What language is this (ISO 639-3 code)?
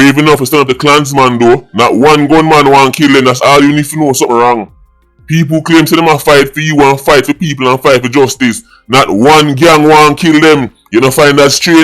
jam